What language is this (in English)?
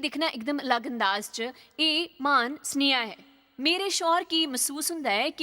Dogri